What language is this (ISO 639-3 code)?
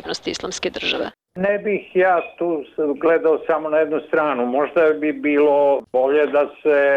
bos